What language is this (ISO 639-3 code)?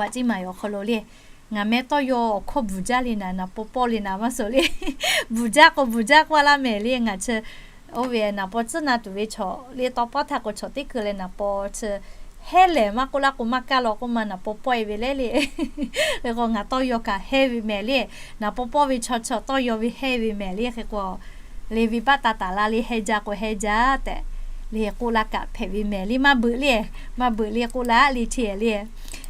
lhu